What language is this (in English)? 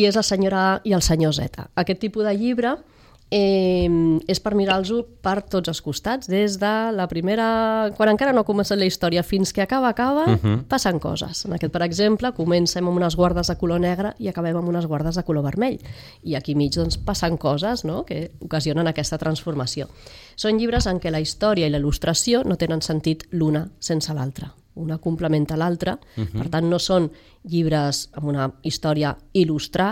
Catalan